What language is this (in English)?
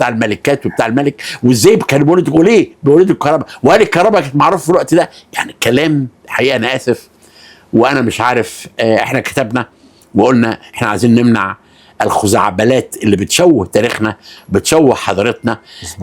Egyptian Arabic